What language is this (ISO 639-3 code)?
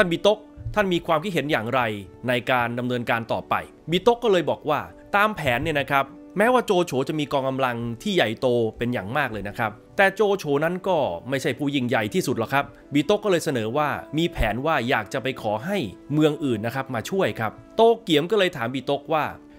tha